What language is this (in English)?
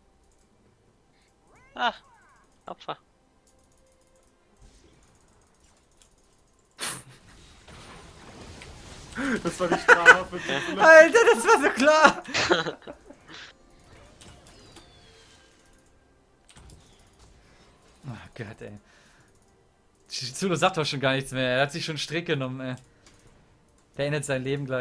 German